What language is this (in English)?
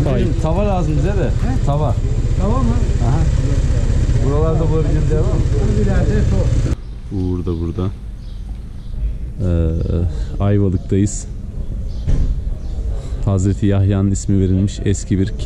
Turkish